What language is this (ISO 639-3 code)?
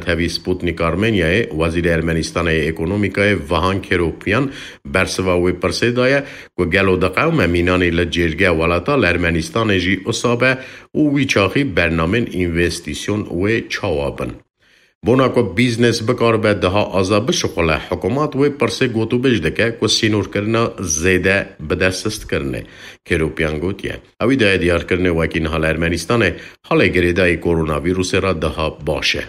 kur